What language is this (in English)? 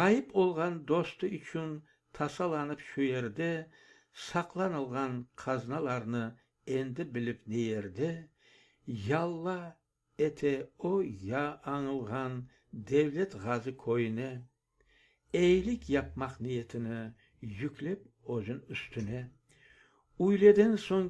Crimean Tatar